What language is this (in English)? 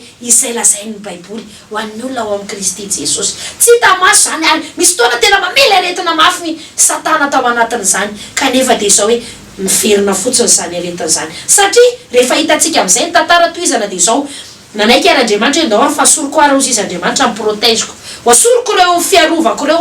Malagasy